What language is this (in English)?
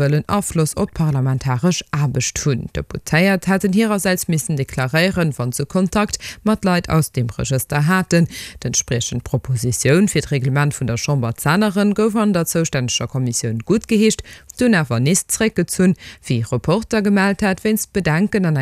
Luxembourgish